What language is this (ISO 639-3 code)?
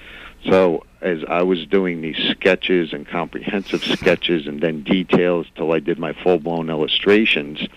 eng